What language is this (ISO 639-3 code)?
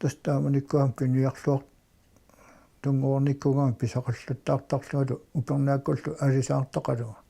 kal